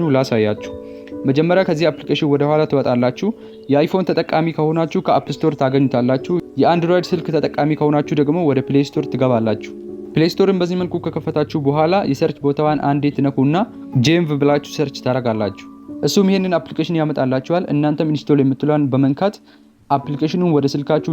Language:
Amharic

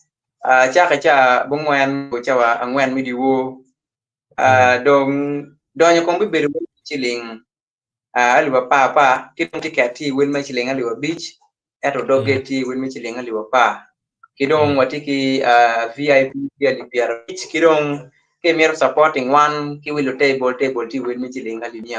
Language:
Acoli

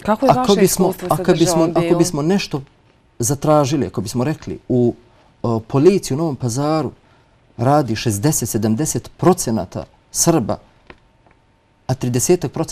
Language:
Bosnian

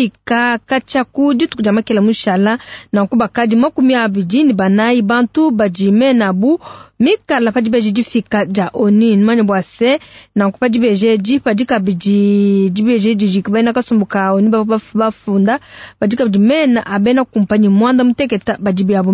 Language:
Luba-Lulua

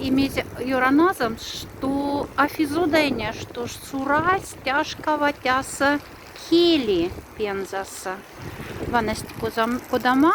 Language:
Moksha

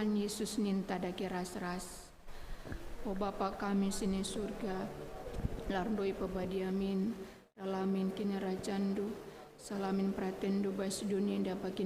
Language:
Batak Karo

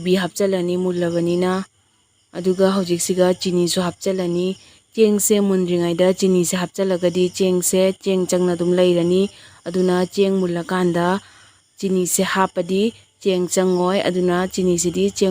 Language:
Manipuri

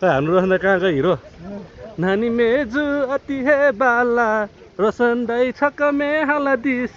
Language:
Nepali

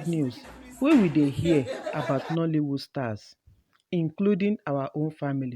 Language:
Nigerian Pidgin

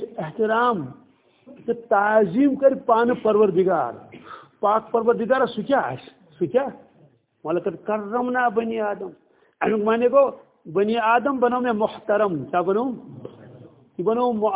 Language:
Kashmiri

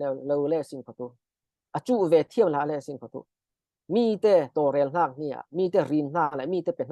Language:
Falam Chin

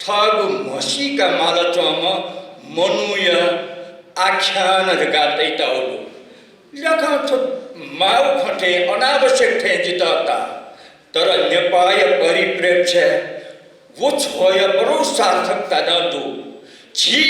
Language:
Newari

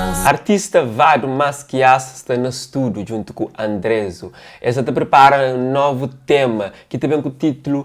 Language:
Kabuverdianu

